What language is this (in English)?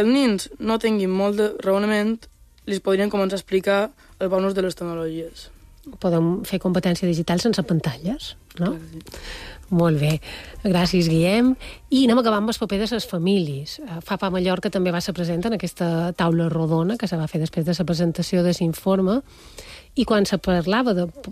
Catalan